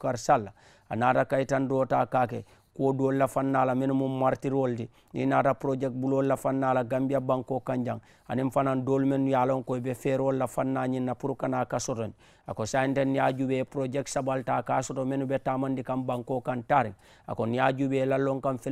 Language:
Mandingo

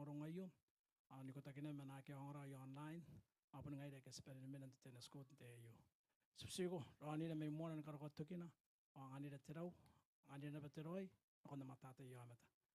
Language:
Gilbertese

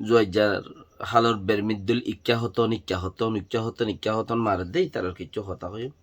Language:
Rohingya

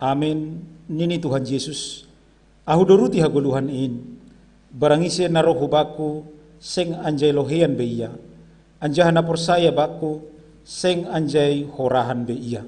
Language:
Batak Simalungun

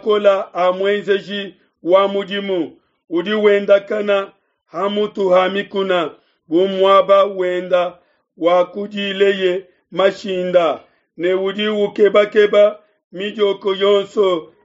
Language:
Luba-Lulua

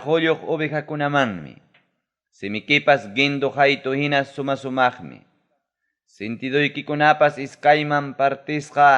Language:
Ayacucho Quechua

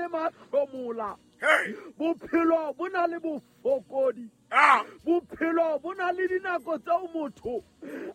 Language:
Southern Sotho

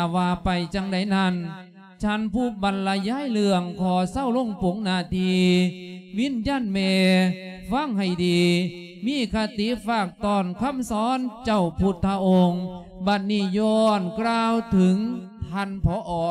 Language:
Lao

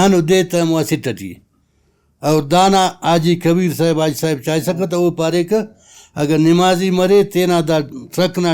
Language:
Brahui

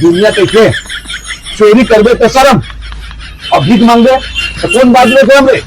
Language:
Chhattisgarhi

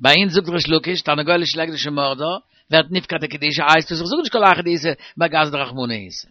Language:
Yiddish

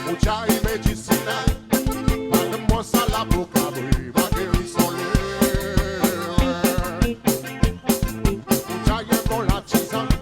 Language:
Seselwa Creole French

